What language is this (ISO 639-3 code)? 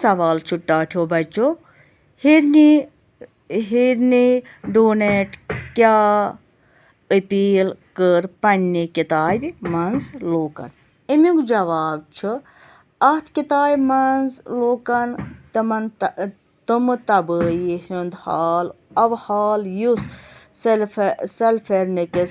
kas